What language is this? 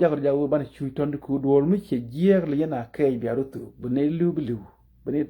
Nuer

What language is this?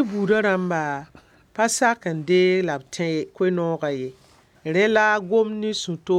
Mossi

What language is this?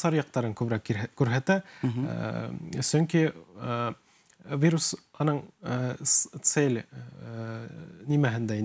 Bashkir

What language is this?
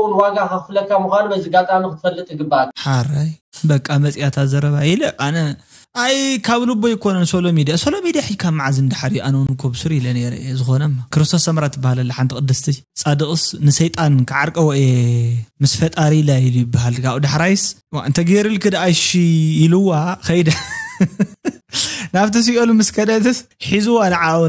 Tigrinya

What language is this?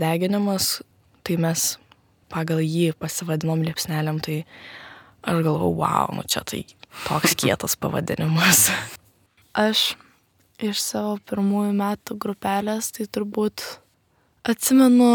Lithuanian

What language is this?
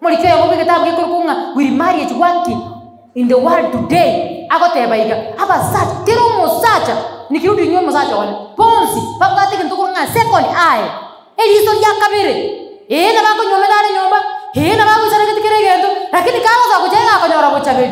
Gusii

